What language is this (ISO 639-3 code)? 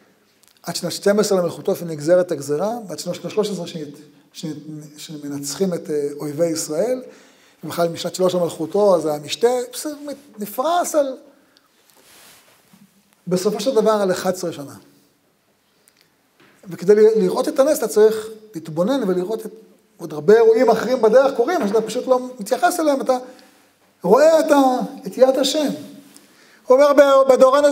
heb